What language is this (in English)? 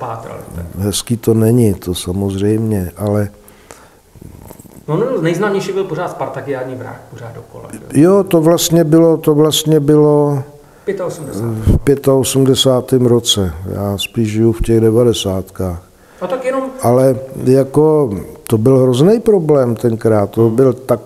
Czech